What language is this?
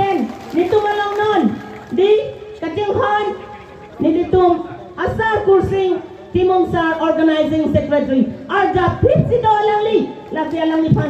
Karbi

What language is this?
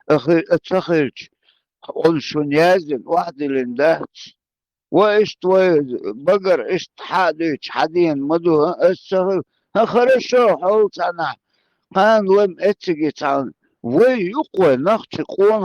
Chechen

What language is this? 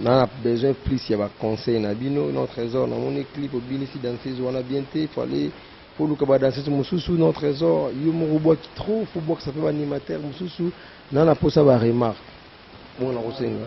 Lingala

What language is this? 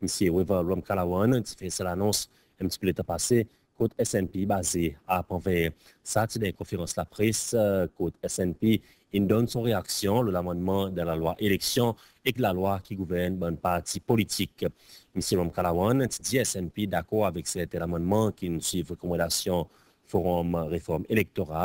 Seselwa Creole French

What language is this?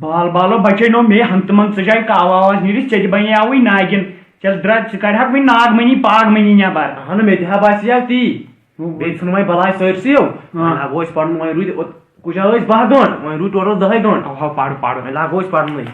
Kashmiri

